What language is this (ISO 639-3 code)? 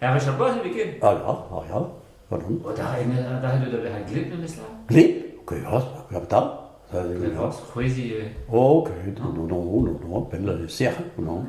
bre